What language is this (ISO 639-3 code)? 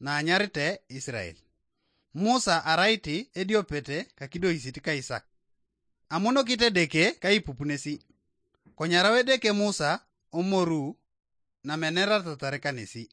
teo